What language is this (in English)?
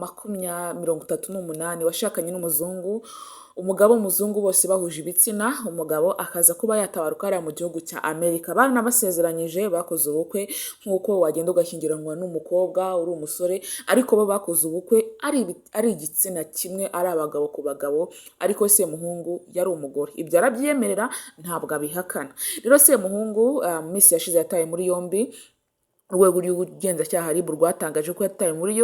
Kinyarwanda